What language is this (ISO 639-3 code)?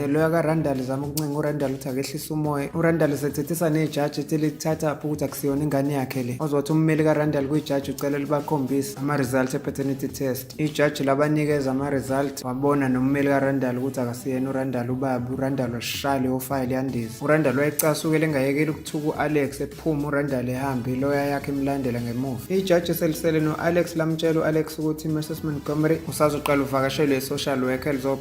zul